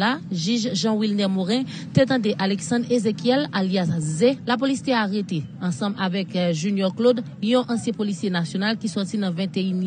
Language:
Haitian Creole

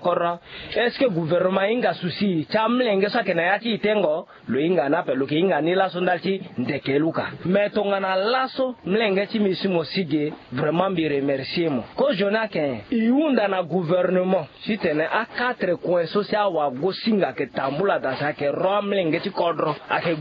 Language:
Sango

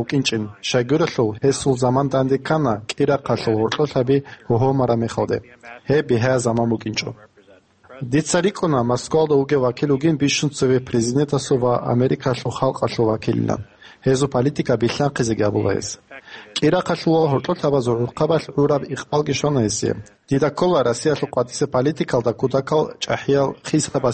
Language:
Avaric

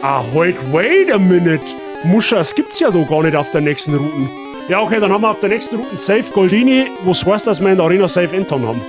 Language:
Bavarian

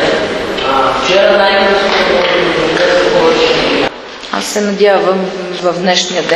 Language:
Bulgarian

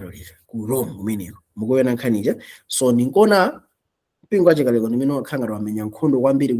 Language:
Nyanja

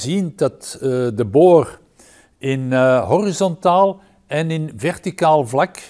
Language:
Dutch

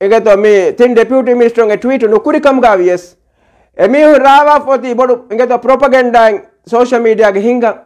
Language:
Divehi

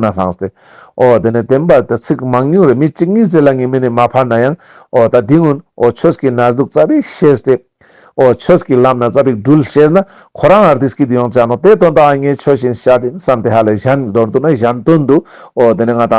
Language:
Ladakhi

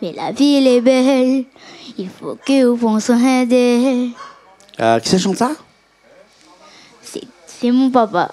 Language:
Réunion Creole French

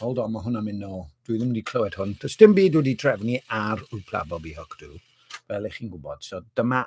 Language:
Welsh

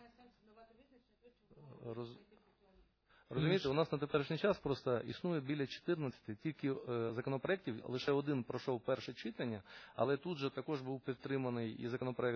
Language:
Ukrainian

